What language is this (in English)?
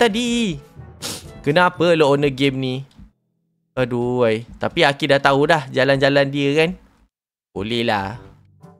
Malay